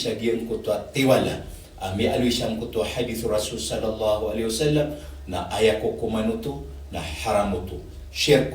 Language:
Maranao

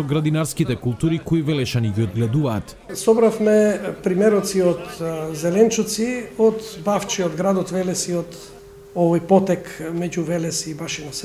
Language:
Macedonian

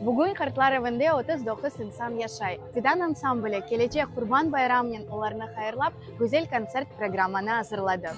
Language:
Crimean Tatar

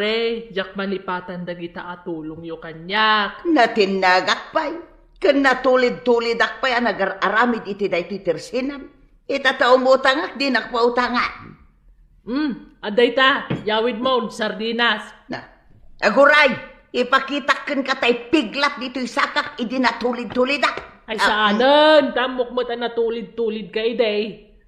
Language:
Iloko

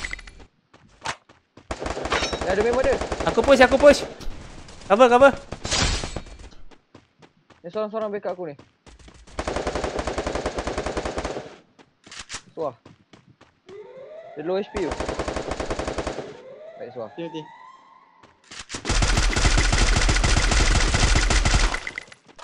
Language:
Malay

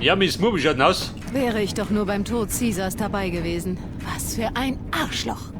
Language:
Bavarian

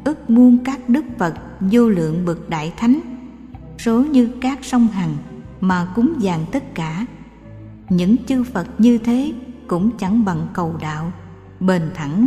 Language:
Vietnamese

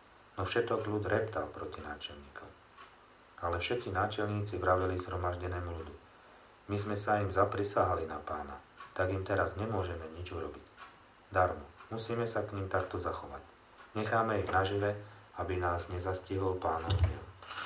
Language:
Slovak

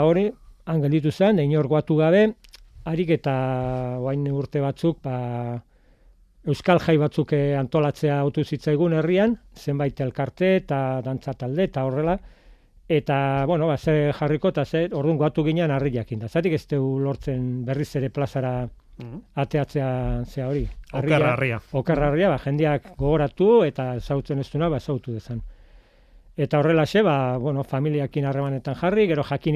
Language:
Basque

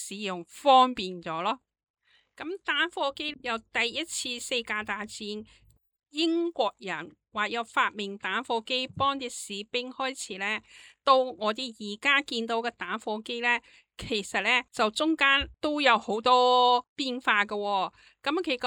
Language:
Cantonese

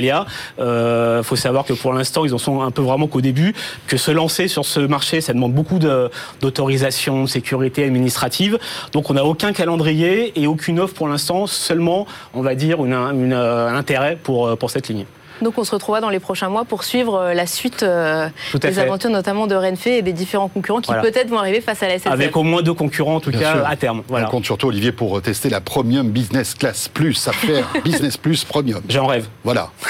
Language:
French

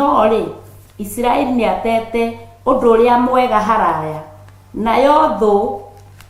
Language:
Kikuyu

